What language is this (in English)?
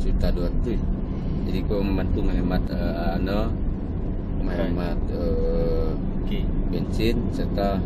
Minangkabau